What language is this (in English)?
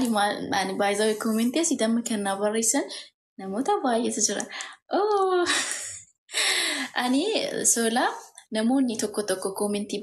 Oromo